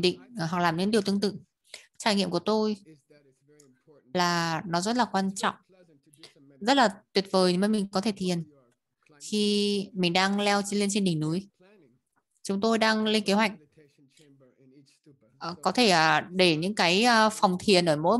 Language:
Vietnamese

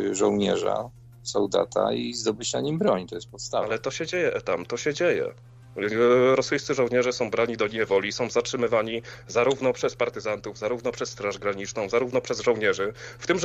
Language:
Polish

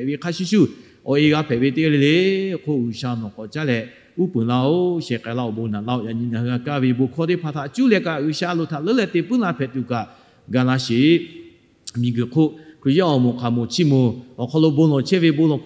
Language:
Lahu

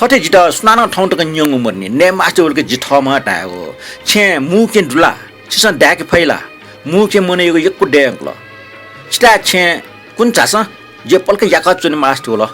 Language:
Newari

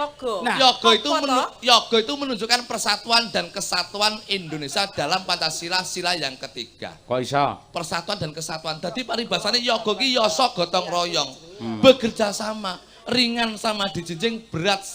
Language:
Javanese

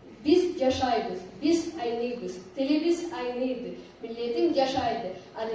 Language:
Karachay-Balkar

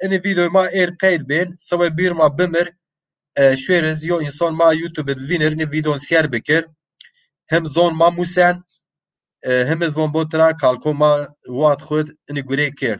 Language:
Zaza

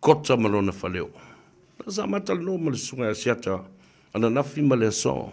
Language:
Samoan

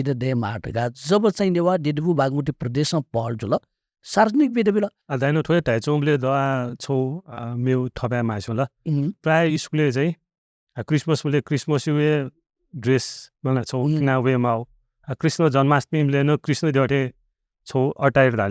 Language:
Newari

